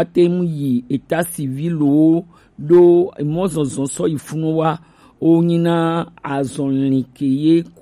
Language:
Gen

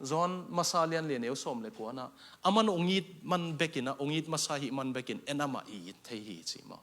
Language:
Tedim Chin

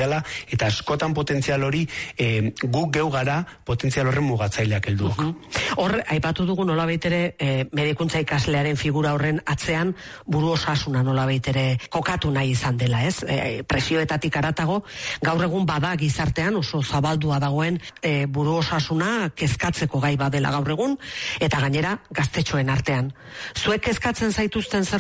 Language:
Basque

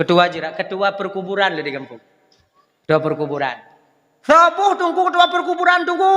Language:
Achinese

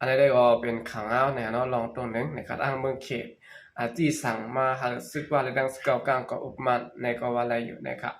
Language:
Shan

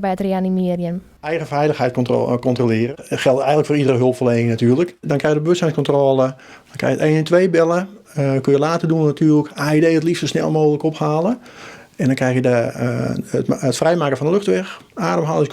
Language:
Western Frisian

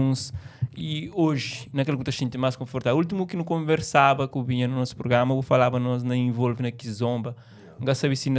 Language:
Kabuverdianu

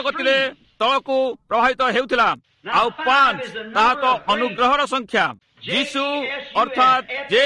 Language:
Odia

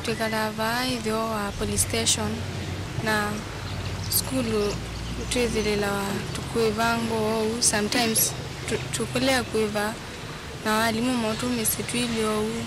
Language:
Kamba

